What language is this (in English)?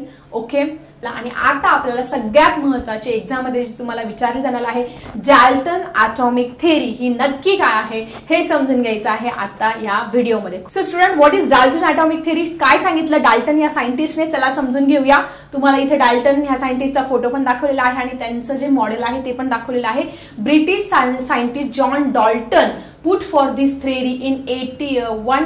Marathi